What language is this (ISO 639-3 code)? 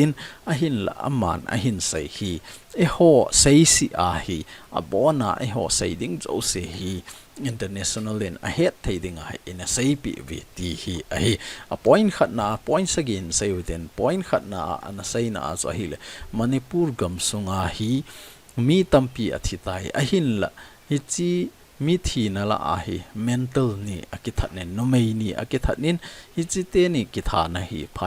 tcz